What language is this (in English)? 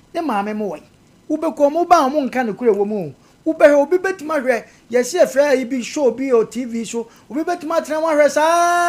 Akan